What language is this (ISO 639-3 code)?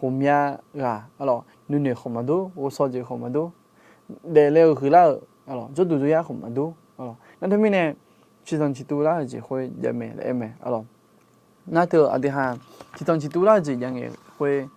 ahk